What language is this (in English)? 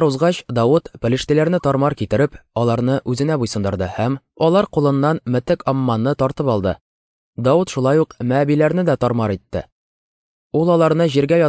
Tatar